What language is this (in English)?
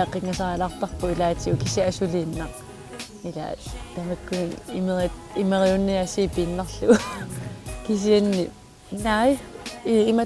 Kalaallisut